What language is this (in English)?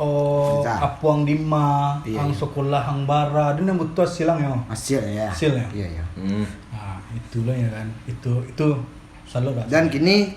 Minangkabau